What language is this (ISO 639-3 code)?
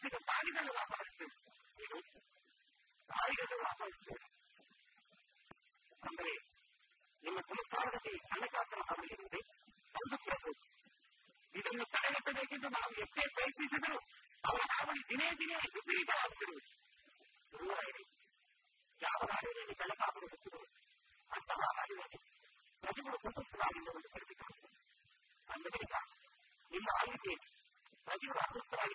kan